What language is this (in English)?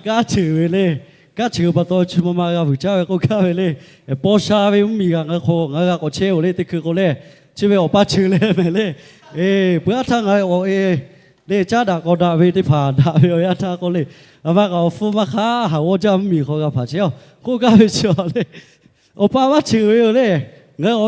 Lahu